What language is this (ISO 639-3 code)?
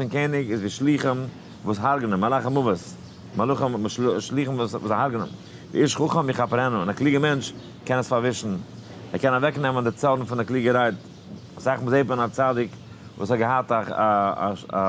yid